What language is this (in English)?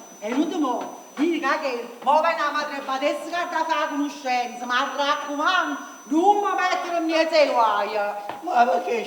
Neapolitan